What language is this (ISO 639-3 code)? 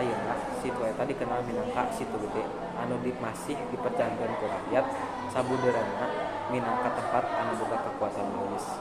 sun